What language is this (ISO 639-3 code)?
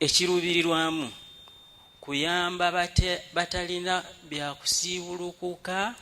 lug